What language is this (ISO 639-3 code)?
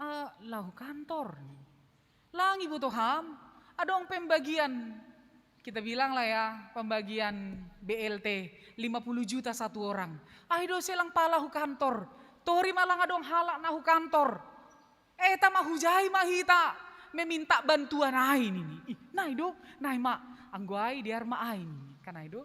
bts